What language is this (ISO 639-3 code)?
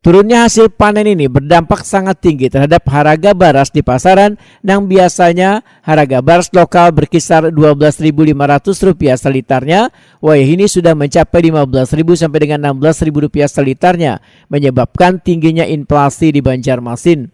bjn